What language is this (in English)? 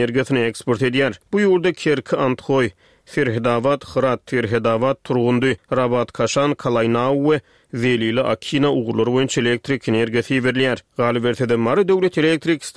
Turkmen